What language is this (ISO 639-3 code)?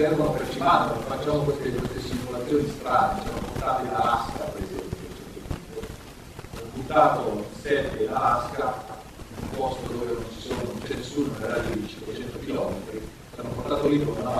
ita